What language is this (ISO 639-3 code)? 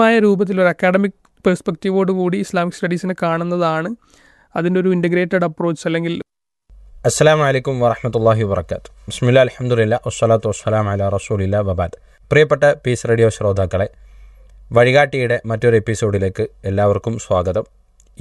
mal